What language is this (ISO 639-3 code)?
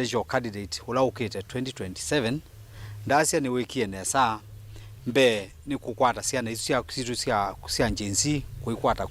kam